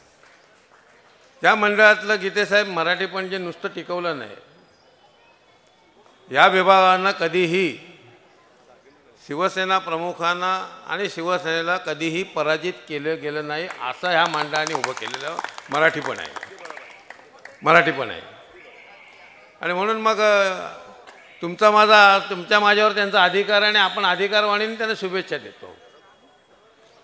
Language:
Marathi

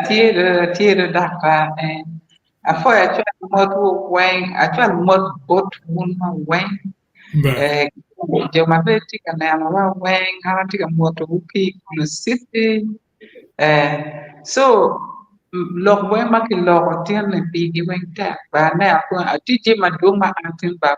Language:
Acoli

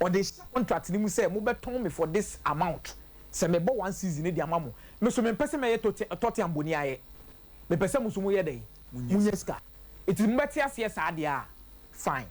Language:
Akan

